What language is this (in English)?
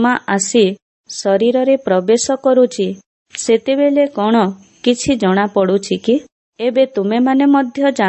Odia